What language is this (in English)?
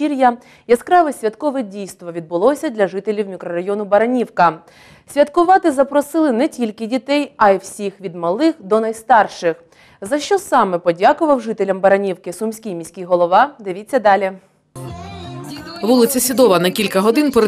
Ukrainian